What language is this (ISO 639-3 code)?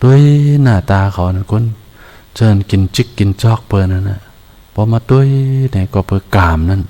shn